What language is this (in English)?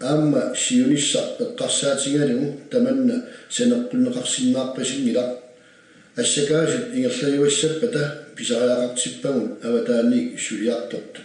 Kalaallisut